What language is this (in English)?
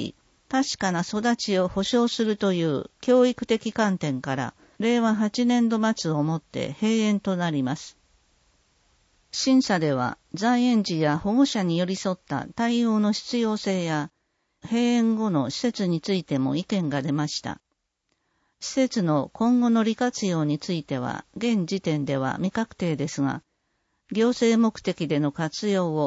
Japanese